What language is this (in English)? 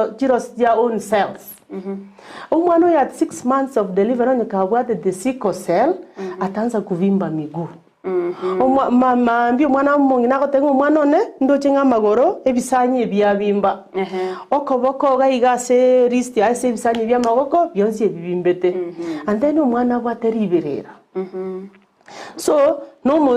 Gusii